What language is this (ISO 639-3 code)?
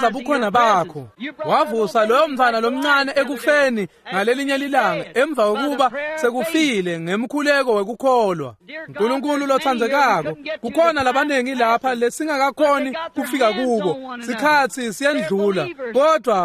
ssw